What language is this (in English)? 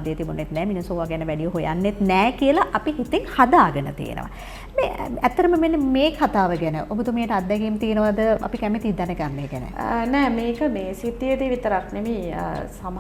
Sinhala